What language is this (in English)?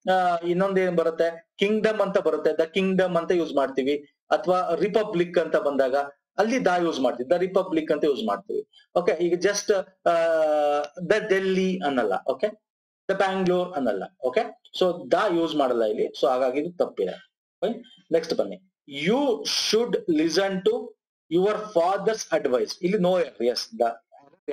Kannada